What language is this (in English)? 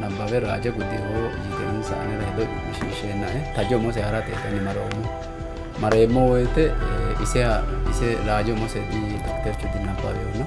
Sidamo